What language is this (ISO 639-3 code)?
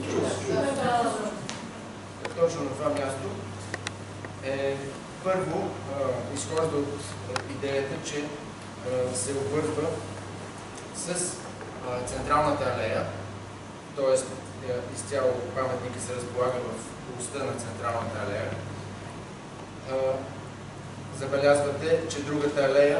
bul